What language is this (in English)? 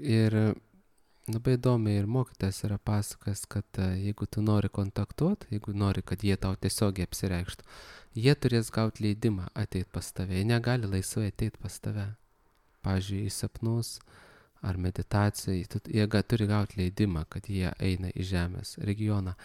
Lithuanian